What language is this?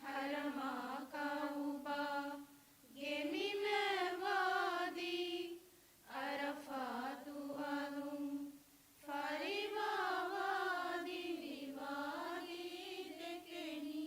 Divehi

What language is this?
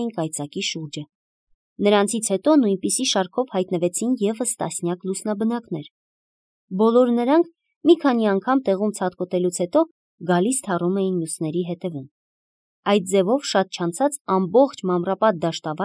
Armenian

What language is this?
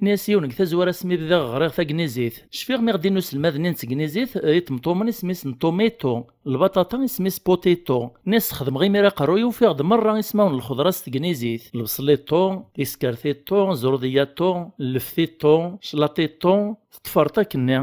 Kabyle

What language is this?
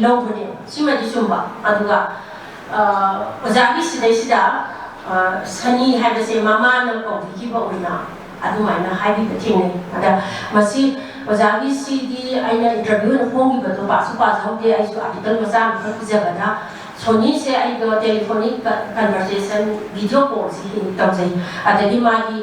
Manipuri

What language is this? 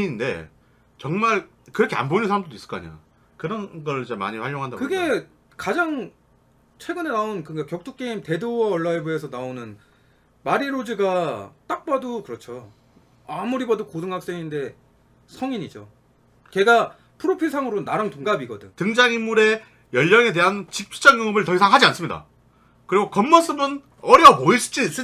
Korean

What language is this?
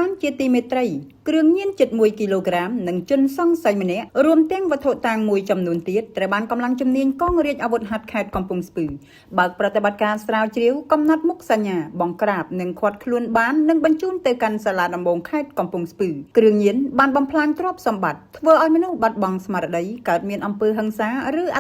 Khmer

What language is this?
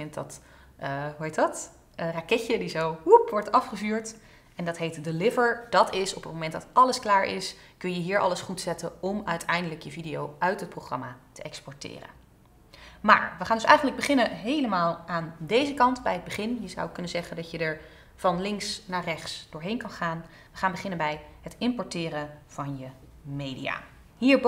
Dutch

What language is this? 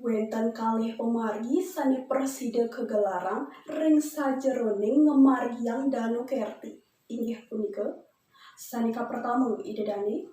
Balinese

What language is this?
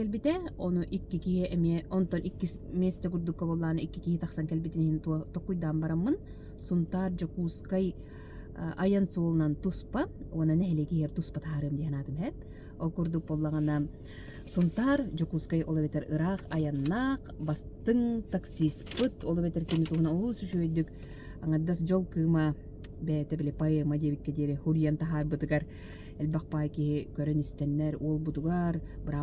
Yakut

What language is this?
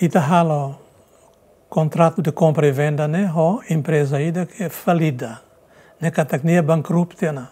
Tetum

